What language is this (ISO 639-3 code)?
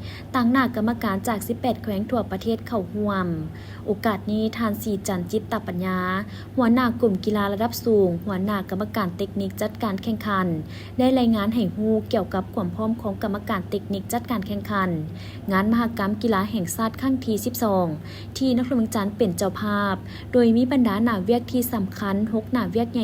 lao